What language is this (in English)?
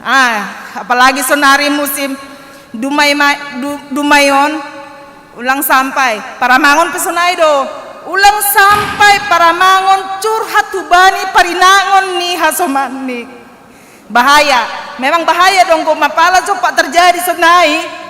Batak Simalungun